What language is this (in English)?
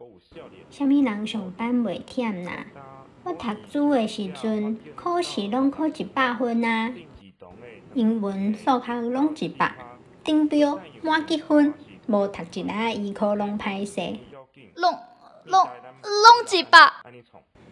Min Nan Chinese